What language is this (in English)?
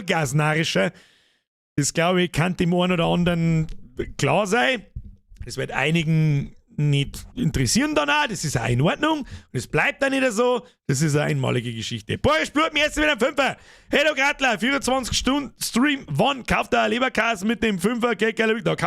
Bavarian